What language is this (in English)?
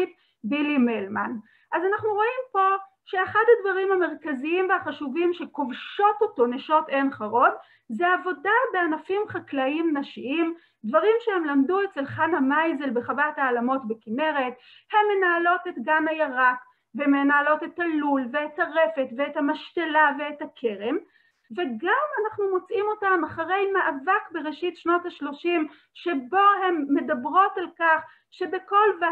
Hebrew